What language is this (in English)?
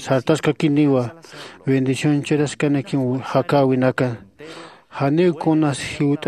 Aymara